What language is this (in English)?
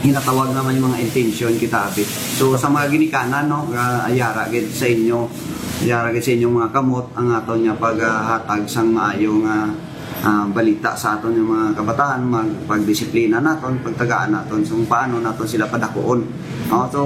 Hiligaynon